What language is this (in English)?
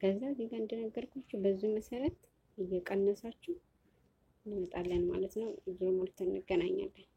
Amharic